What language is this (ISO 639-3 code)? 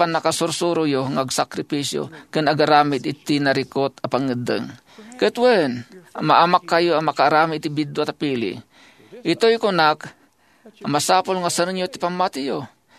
ilo